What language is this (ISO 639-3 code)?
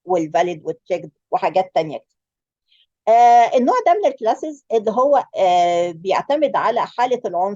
arz